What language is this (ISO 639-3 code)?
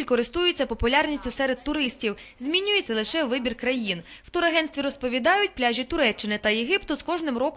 ukr